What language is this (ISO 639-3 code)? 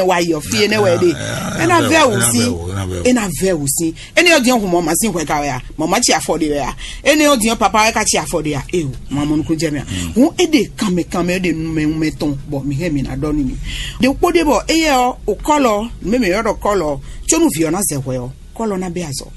fon